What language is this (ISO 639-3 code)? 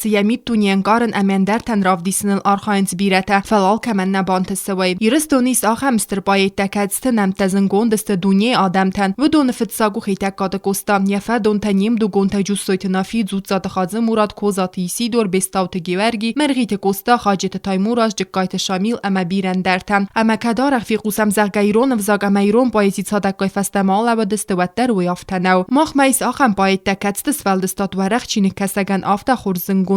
oss